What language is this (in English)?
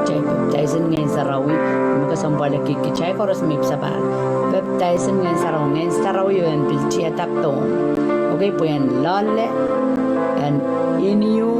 Pohnpeian